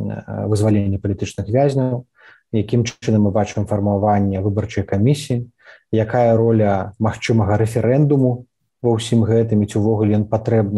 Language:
Belarusian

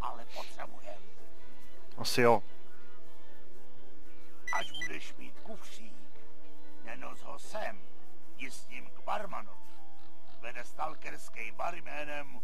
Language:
Czech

